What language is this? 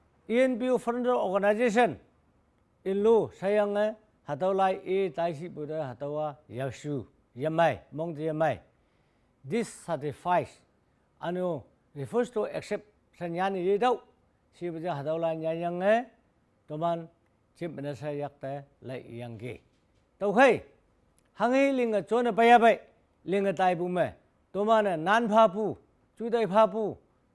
Konyak Naga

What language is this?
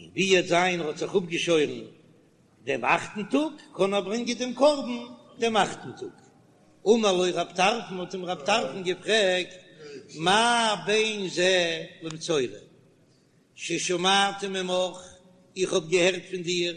Yiddish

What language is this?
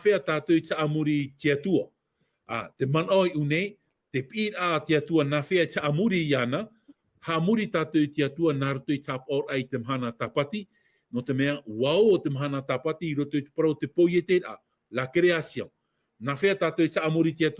Tahitian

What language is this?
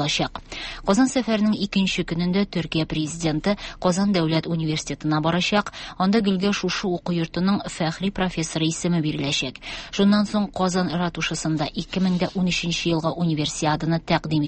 Tatar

